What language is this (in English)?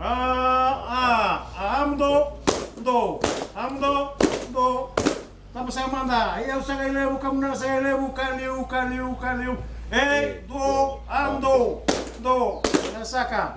Fijian